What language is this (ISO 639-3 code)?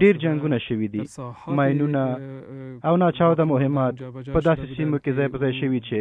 pus